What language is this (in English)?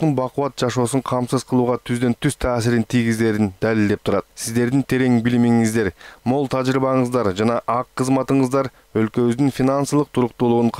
Kyrgyz